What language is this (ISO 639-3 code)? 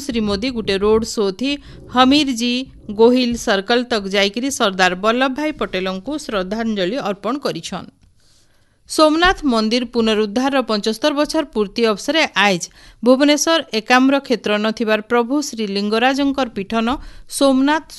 ori